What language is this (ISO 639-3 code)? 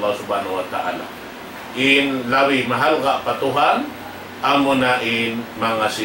tsg